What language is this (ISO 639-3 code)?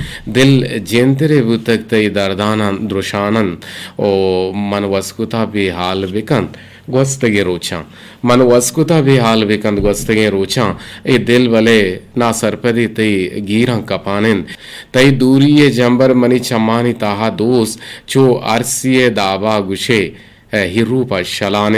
bgp